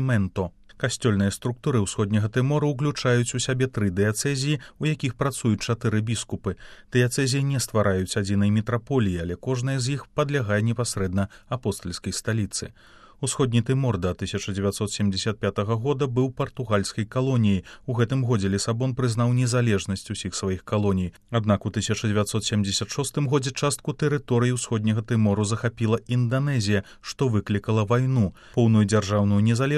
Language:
Belarusian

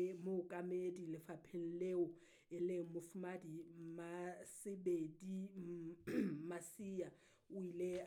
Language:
Southern Sotho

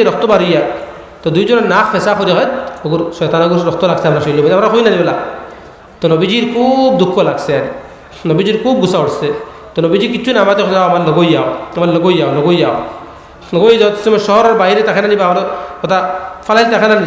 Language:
Sylheti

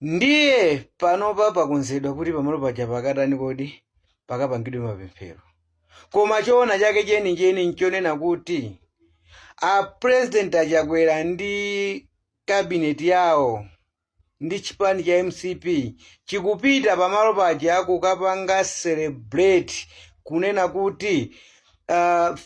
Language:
Nyanja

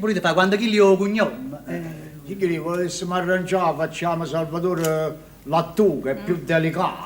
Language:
Neapolitan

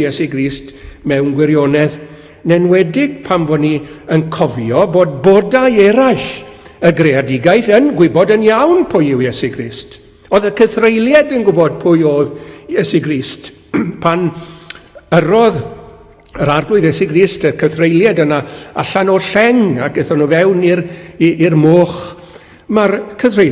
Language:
Welsh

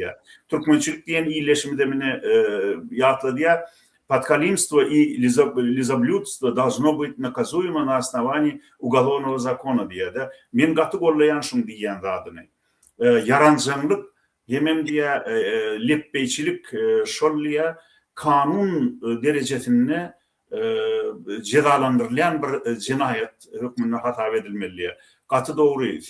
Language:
Turkmen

